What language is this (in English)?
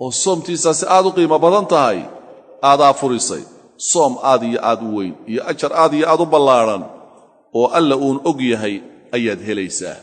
Somali